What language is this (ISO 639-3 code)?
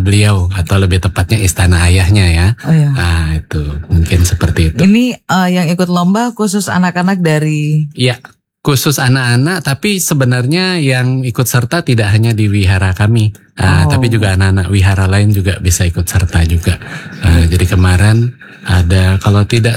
ind